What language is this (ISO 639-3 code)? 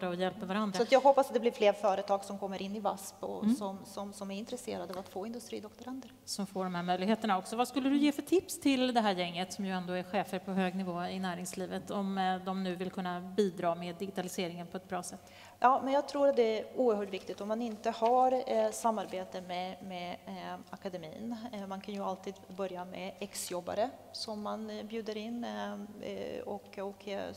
swe